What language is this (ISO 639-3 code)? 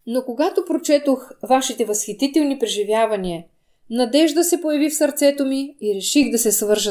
bul